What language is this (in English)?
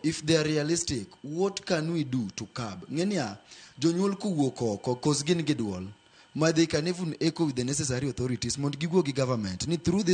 Luo (Kenya and Tanzania)